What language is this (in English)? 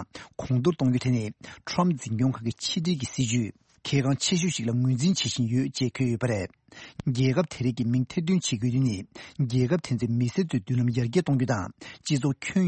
Tibetan